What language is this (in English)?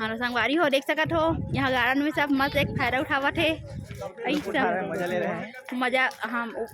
Chhattisgarhi